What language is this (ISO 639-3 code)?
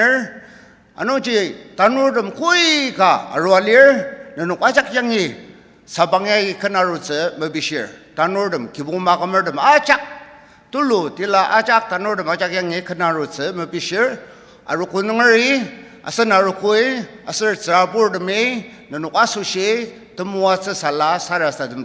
njo